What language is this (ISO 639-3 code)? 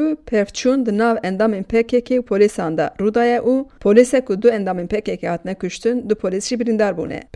kur